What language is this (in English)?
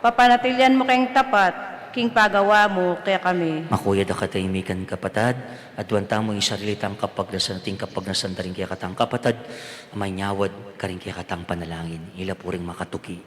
Pampanga